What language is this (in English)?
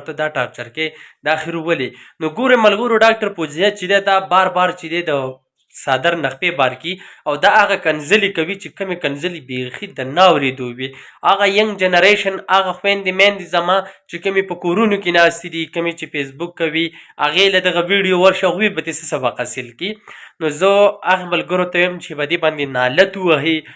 Pashto